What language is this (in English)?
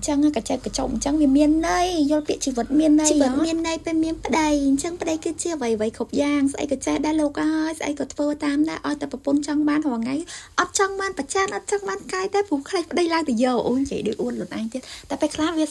Khmer